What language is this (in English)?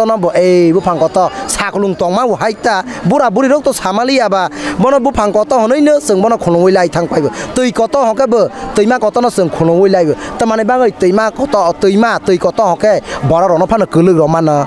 Kok Borok